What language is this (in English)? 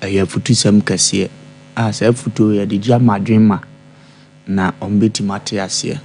Akan